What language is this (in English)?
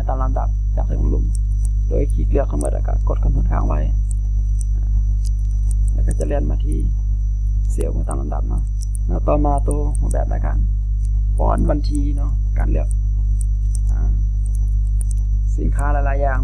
Thai